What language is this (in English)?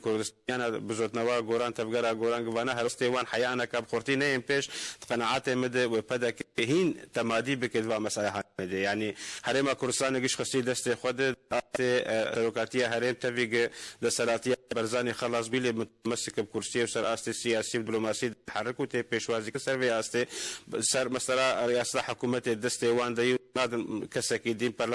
Kurdish